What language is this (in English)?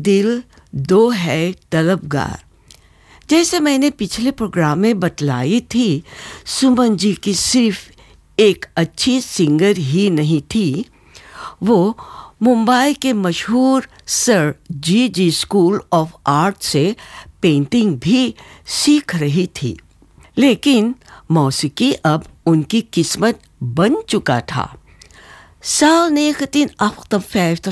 Hindi